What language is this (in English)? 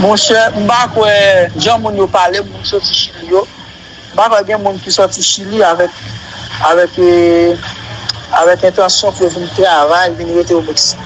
Haitian Creole